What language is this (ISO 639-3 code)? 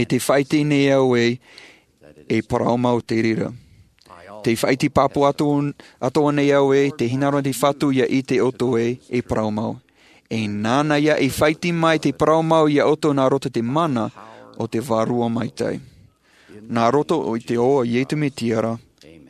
tah